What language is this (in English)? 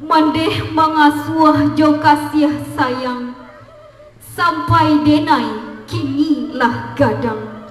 Minangkabau